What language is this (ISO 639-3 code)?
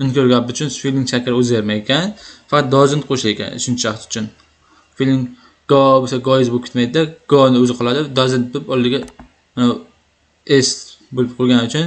uzb